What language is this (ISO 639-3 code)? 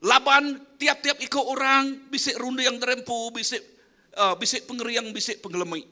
iba